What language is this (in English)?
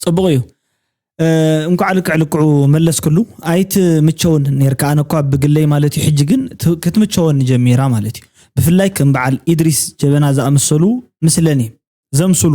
Tigrinya